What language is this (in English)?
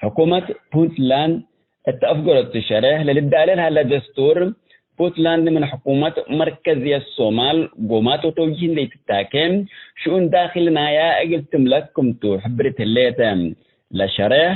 Tigre